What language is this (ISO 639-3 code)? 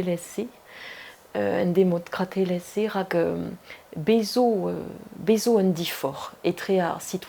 bre